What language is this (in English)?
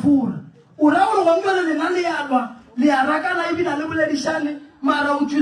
Northern Sotho